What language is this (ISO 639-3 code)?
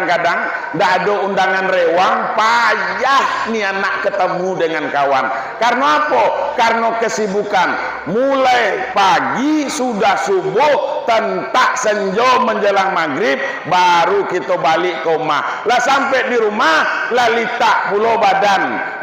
min